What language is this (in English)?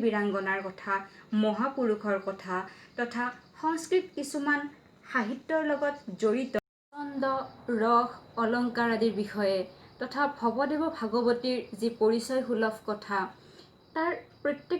Assamese